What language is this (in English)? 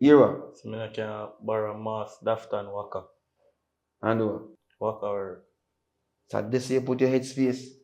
Jamaican Creole English